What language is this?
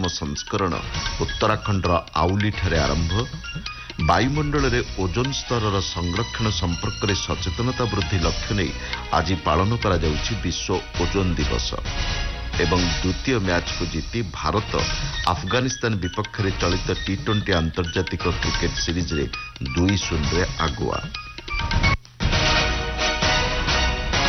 Odia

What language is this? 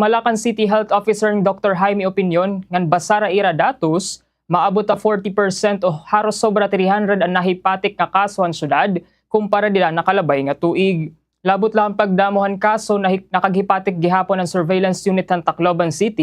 Waray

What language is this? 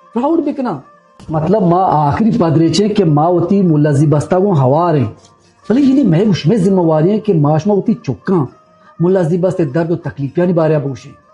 Baluchi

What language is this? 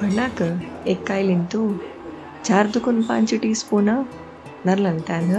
Konkani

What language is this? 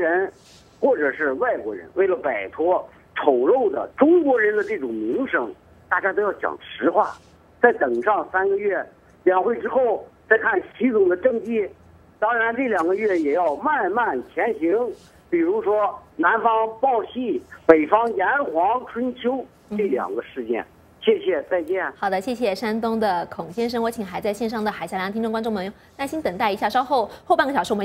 Chinese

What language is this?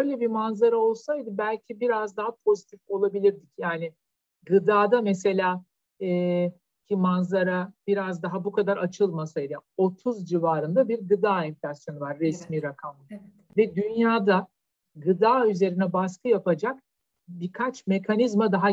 Turkish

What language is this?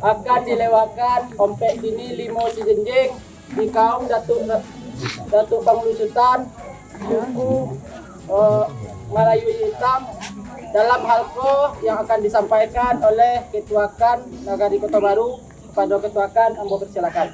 Minangkabau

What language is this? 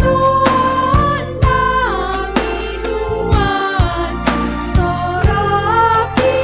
Batak Simalungun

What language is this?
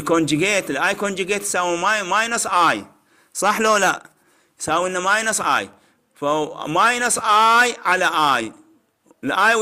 Mesopotamian Arabic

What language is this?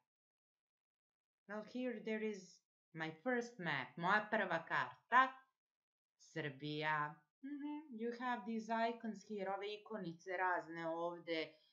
Serbian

